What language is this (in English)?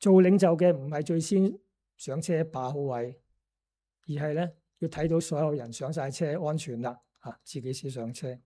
Cantonese